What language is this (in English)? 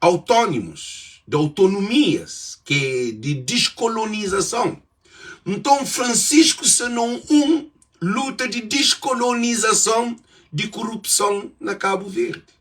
Kabuverdianu